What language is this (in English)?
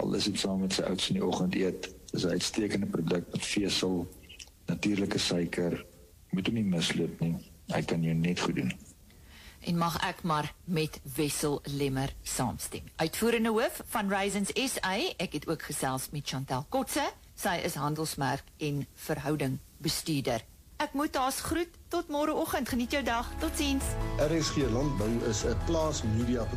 Afrikaans